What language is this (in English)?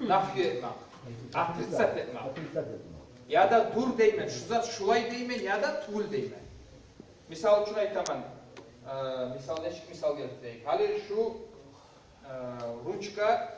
Kumyk